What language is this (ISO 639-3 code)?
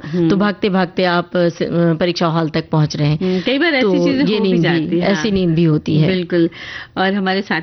hin